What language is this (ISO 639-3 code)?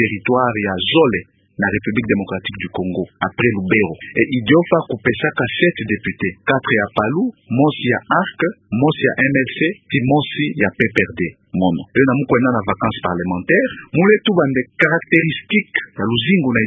ktu